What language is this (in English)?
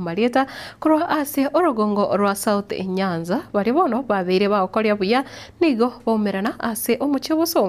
Gusii